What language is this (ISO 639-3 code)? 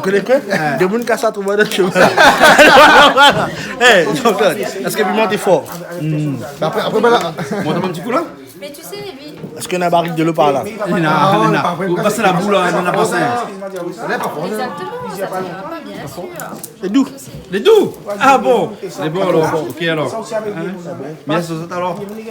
rcf